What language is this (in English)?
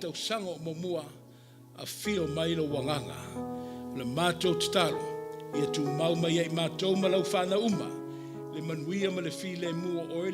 Samoan